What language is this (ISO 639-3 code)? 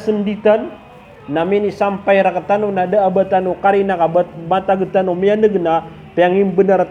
mrw